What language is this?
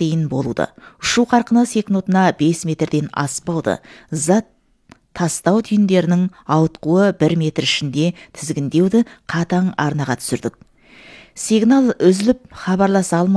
Kazakh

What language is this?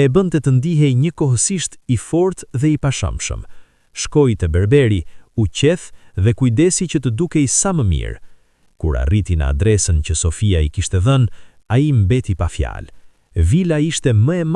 Albanian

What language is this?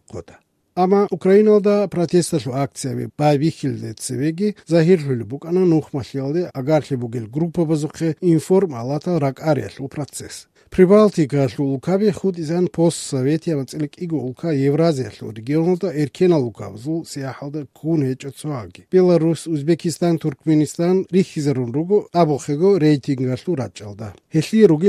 Avaric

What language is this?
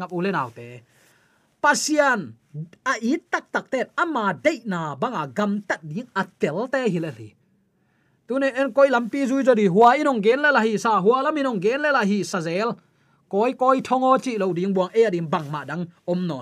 Tedim Chin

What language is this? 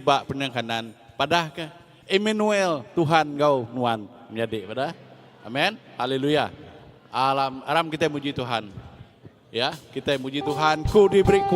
Iban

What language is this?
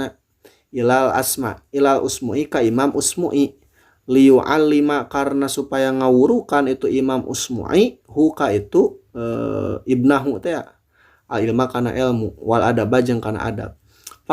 Sundanese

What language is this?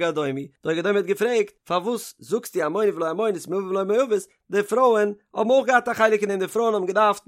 Yiddish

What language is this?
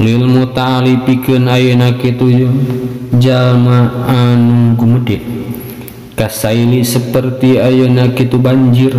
Sundanese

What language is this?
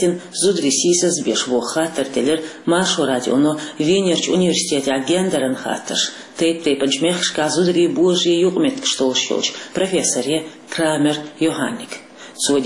Chechen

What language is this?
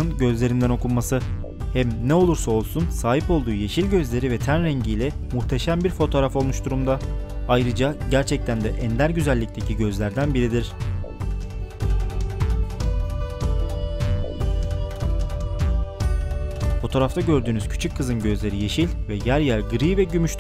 Turkish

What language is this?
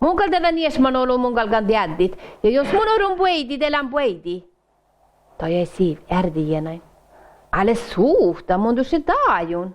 Northern Sami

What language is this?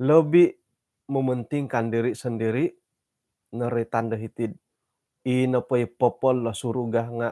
Central Dusun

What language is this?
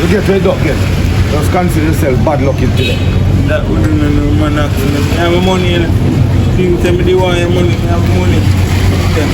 Jamaican Creole English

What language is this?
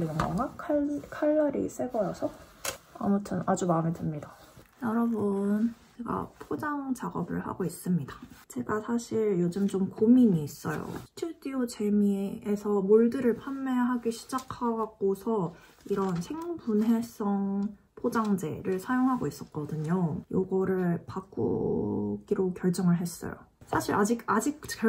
Korean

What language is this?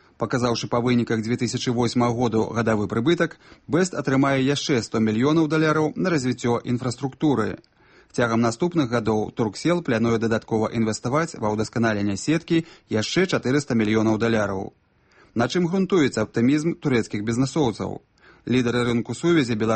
Belarusian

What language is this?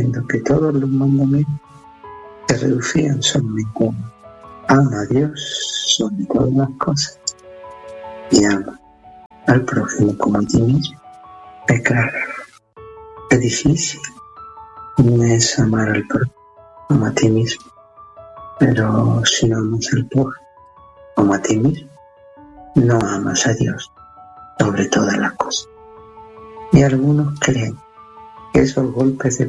Spanish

